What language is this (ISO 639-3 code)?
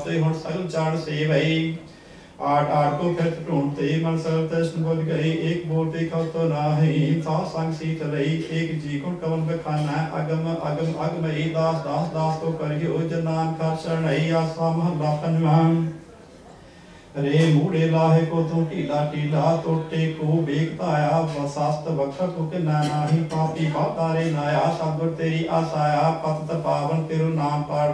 pan